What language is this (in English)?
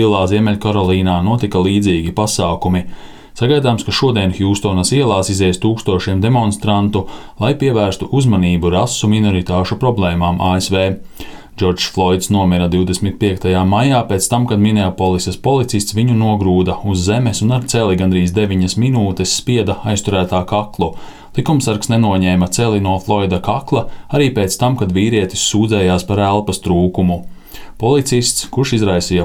Latvian